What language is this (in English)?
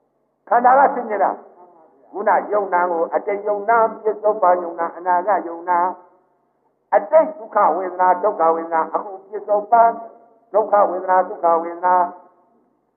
Burmese